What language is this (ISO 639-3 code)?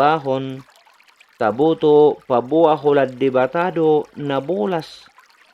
bbc